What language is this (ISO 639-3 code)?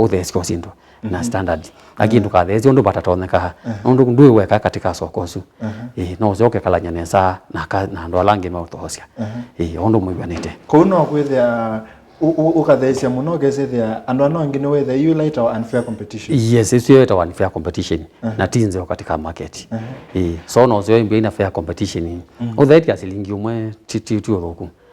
kam